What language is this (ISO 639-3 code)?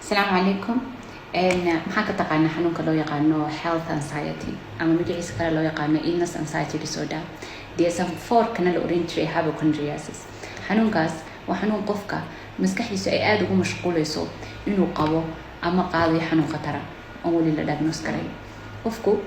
som